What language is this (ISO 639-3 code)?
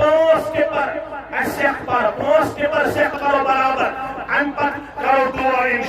kas